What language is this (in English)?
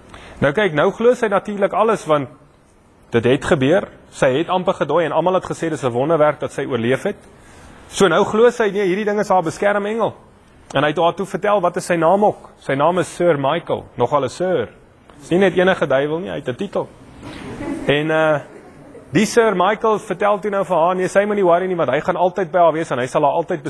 Afrikaans